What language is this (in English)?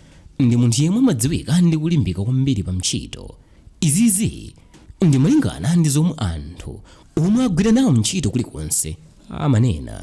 Nyanja